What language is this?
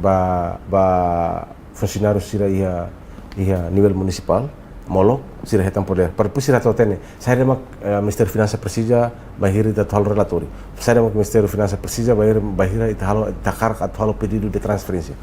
Tetum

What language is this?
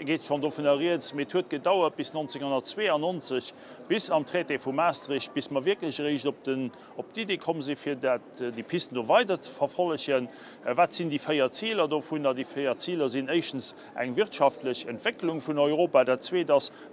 Luxembourgish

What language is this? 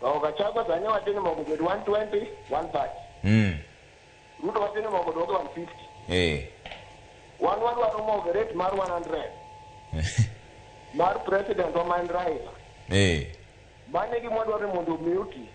Luo (Kenya and Tanzania)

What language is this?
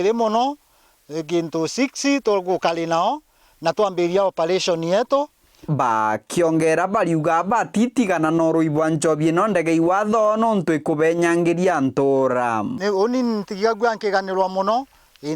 Meru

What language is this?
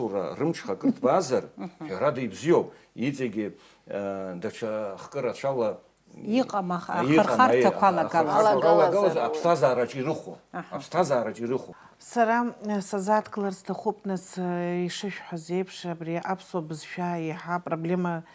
Abkhazian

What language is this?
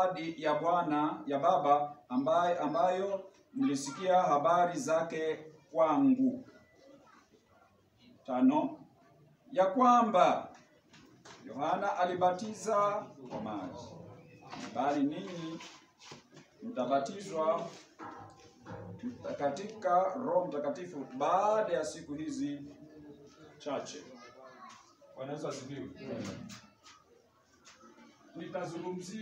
Swahili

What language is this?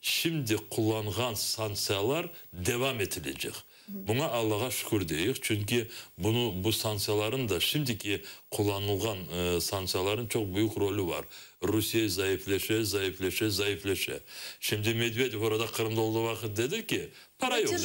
Crimean Tatar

